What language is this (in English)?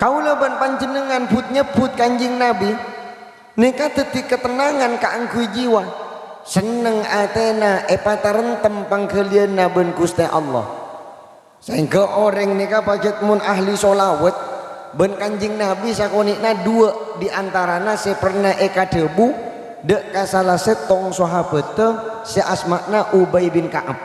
Madurese